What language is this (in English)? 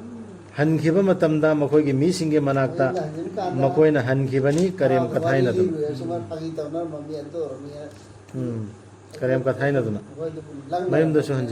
Manipuri